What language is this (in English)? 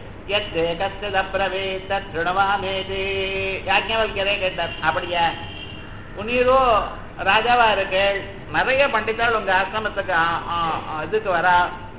Tamil